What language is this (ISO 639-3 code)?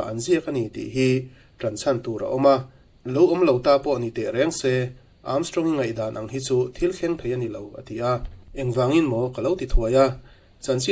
lus